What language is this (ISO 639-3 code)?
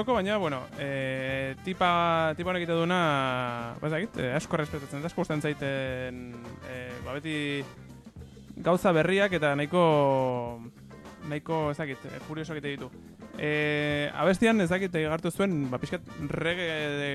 eus